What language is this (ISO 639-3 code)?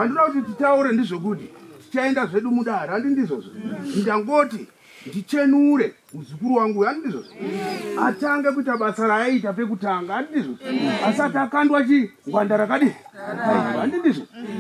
sna